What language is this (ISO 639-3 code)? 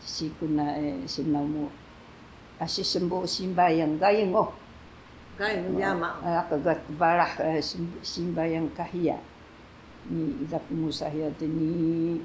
trv